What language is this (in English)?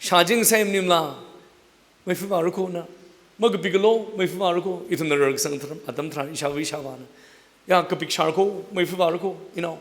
Tangkhul Naga (India)